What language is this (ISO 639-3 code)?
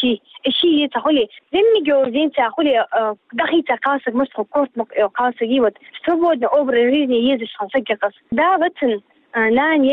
che